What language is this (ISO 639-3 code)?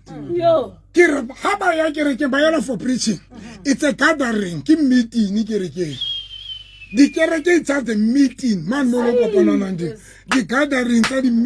sot